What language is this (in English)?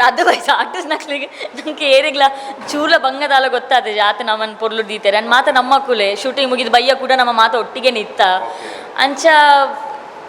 Tulu